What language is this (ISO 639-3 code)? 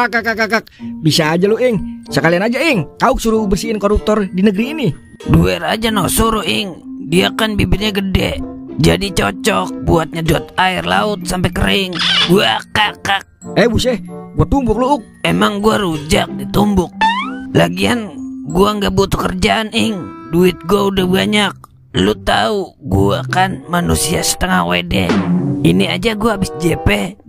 bew